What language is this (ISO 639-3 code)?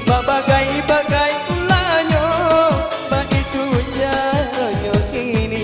min